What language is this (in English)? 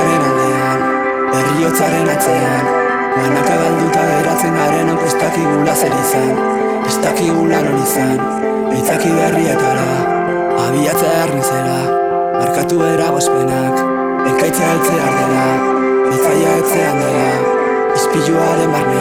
Basque